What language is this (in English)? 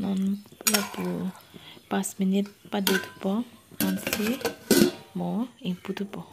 Karbi